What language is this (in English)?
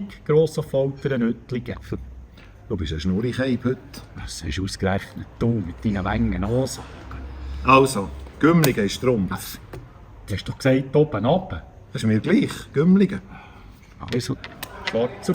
Swiss German